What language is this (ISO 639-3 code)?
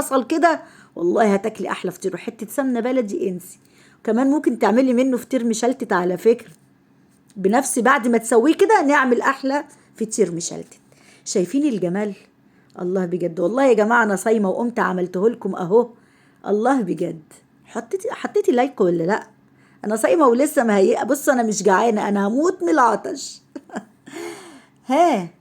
arz